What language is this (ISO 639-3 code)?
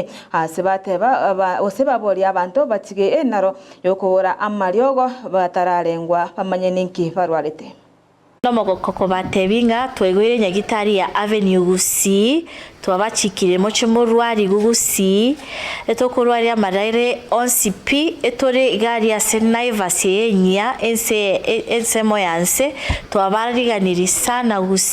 guz